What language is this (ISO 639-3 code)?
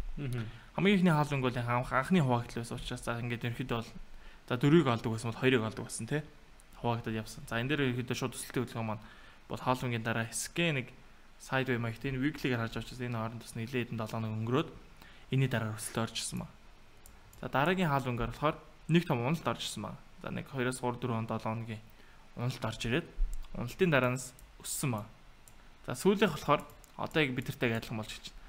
mon